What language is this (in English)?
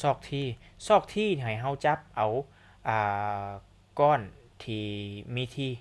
Lao